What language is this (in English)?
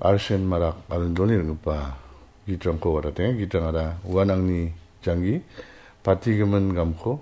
Garo